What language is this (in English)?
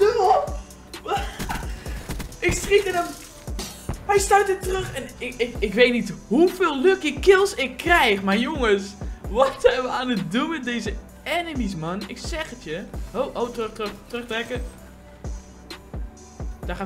Dutch